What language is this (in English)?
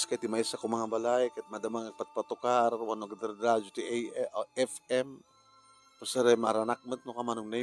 Iloko